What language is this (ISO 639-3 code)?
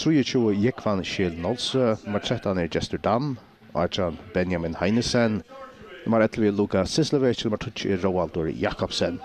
fao